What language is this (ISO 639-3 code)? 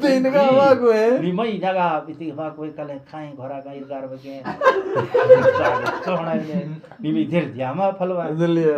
bgp